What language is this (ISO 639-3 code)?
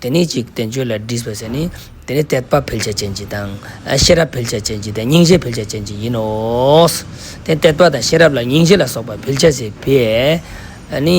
lbj